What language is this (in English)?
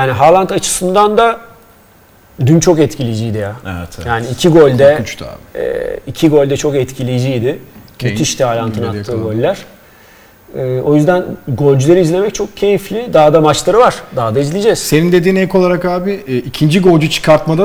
Turkish